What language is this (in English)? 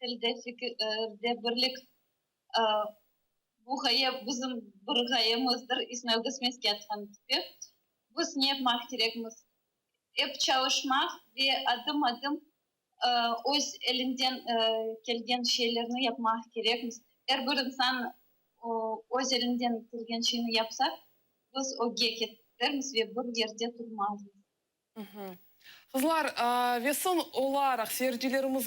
Crimean Tatar